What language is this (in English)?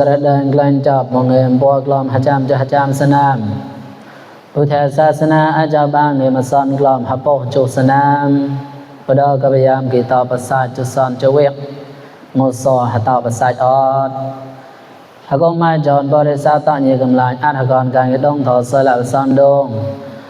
Mon